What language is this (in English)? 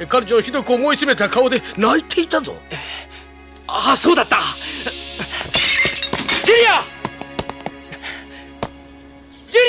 Japanese